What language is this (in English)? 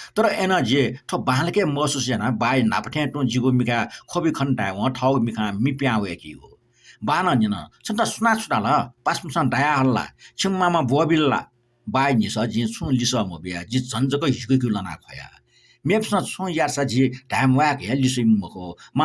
Newari